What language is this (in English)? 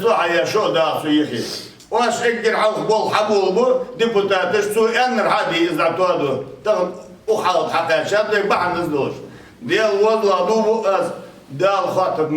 Ingush